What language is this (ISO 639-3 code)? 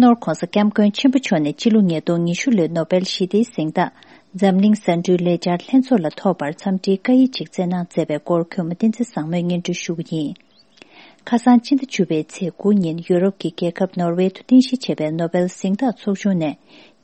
bod